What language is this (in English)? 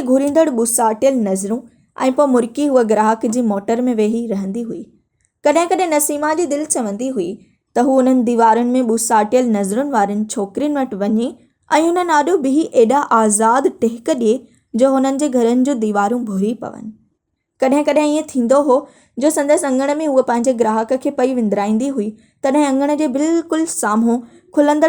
Sindhi